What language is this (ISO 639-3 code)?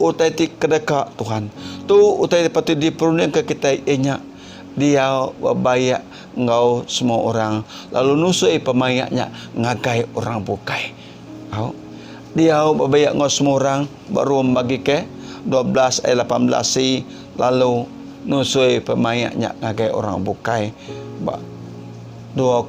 iba